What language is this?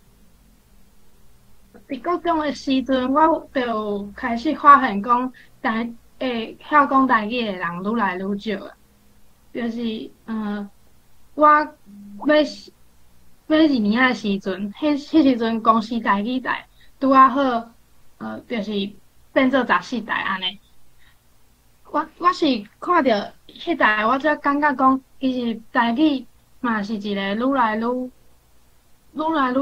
Min Nan Chinese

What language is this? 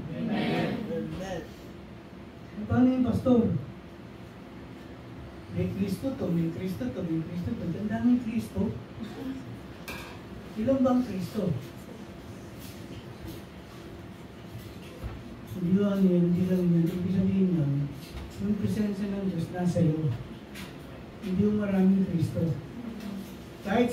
Filipino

